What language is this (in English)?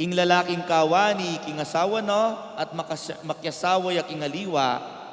Pampanga